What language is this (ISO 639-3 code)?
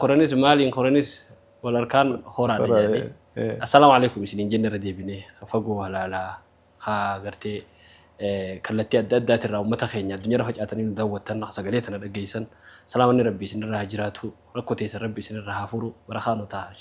orm